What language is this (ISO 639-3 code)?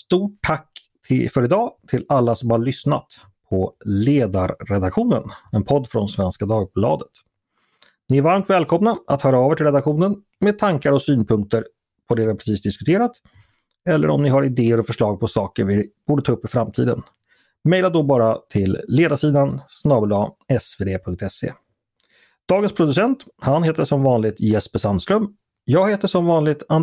swe